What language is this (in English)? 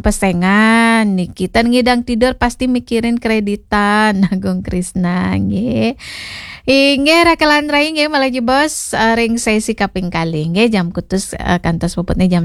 Balinese